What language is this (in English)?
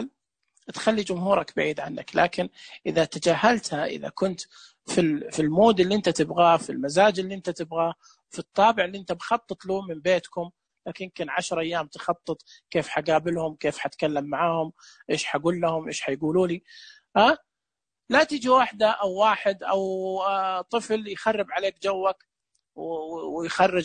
Najdi Arabic